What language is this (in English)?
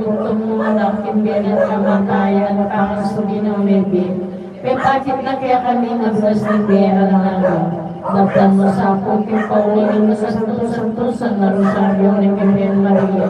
Pampanga